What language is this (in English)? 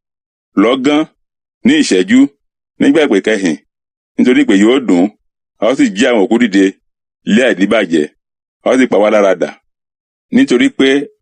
Yoruba